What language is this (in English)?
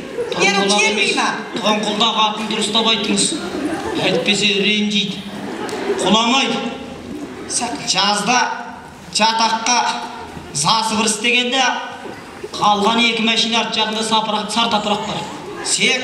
Kazakh